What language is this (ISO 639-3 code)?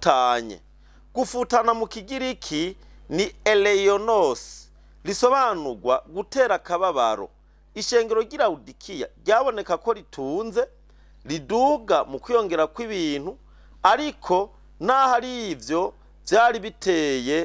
run